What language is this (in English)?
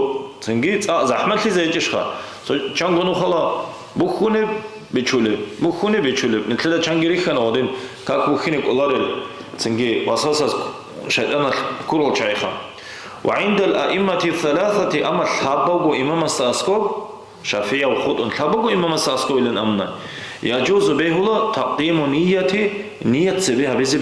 Avaric